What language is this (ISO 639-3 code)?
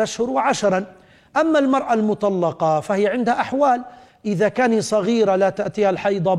ara